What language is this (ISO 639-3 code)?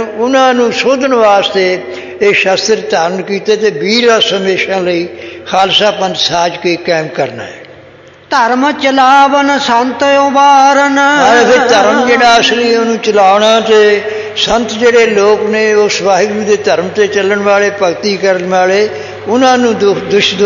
pan